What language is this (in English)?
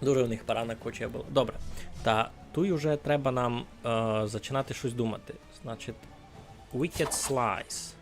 Rusyn